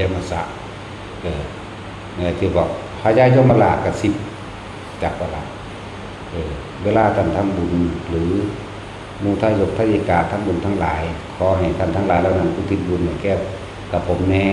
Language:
Northeastern Thai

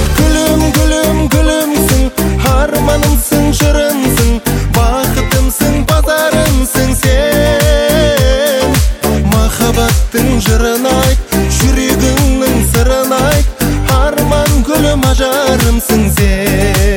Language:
Kazakh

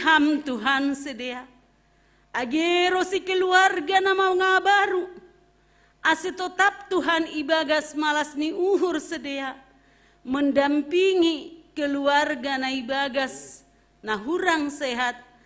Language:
Batak Simalungun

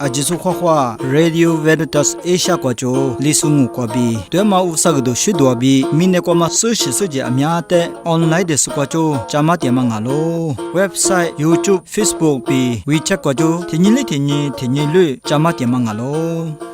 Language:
Lisu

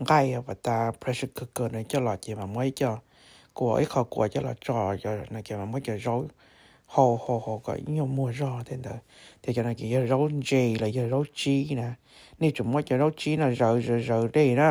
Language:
Hmong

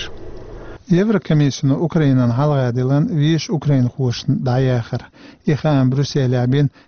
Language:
Chechen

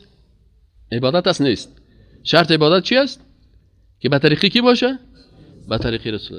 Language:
Persian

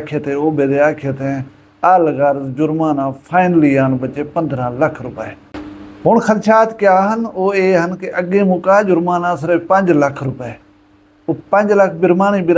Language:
Saraiki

